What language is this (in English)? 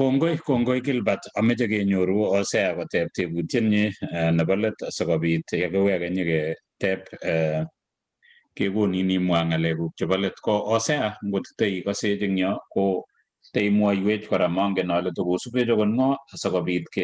Kalenjin